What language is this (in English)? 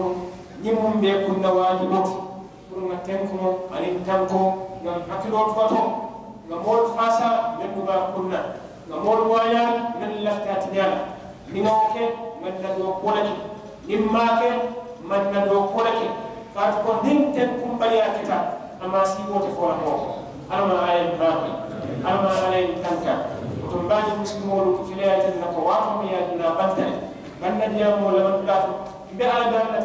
Mandingo